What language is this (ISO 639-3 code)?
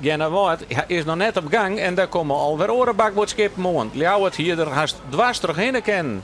fry